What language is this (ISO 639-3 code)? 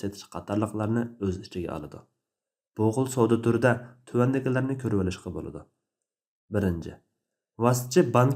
uig